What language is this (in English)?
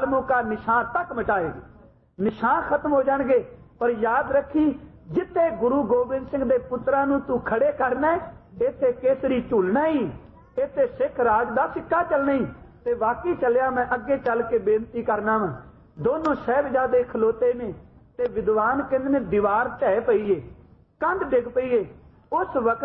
Punjabi